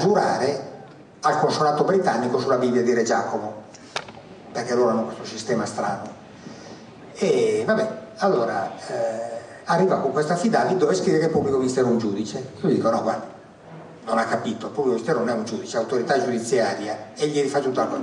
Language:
Italian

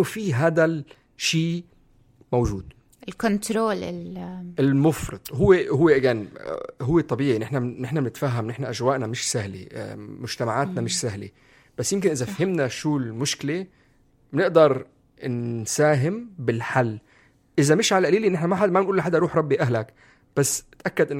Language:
North Levantine Arabic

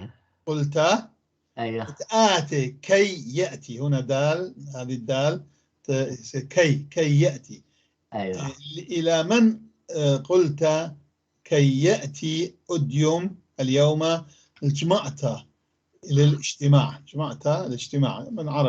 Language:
North Levantine Arabic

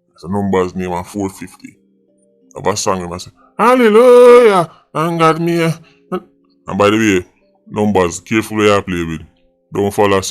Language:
Jamaican Creole English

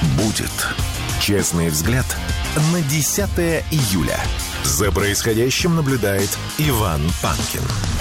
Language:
Russian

